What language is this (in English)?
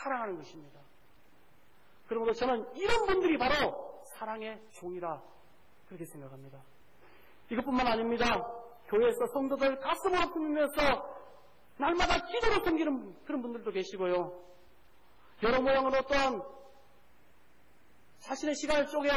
Korean